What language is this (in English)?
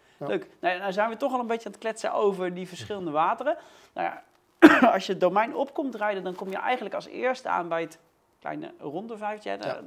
Dutch